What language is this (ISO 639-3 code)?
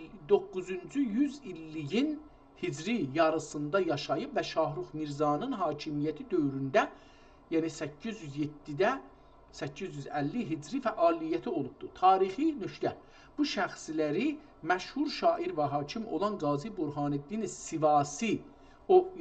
azb